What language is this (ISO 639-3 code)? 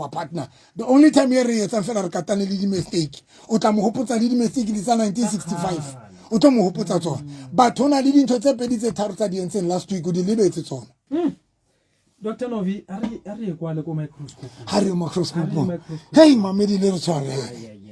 sot